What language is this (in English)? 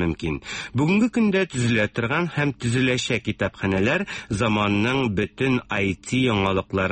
Tatar